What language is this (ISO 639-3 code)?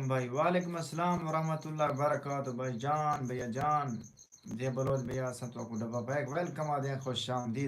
skr